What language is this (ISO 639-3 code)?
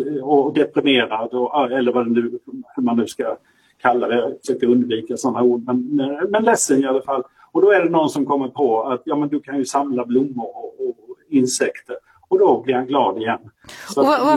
swe